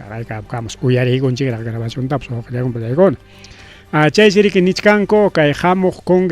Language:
Ayacucho Quechua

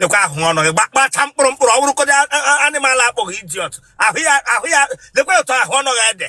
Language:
Igbo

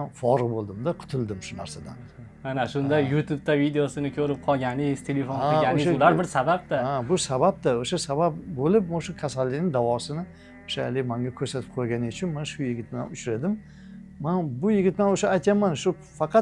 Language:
Uzbek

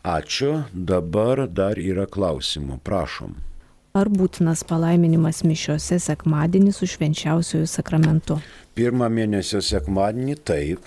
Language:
Lithuanian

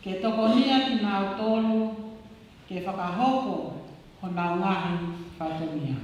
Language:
Tongan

